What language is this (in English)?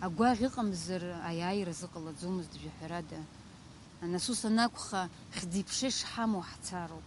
Abkhazian